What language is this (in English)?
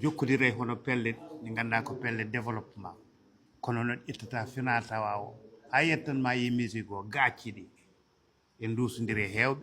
Fula